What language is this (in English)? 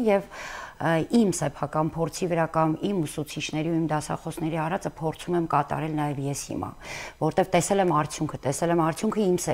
Armenian